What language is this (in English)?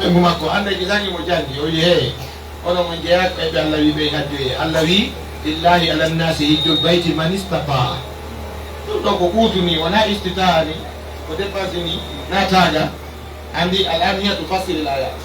Pular